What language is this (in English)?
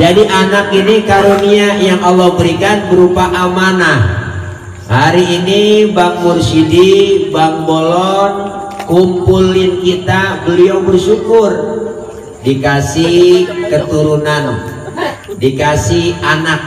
Betawi